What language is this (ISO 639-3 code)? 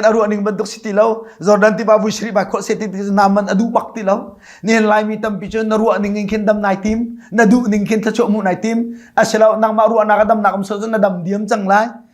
cnh